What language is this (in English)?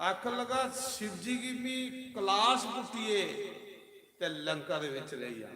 Dogri